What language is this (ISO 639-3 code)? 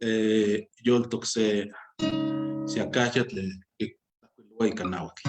nhe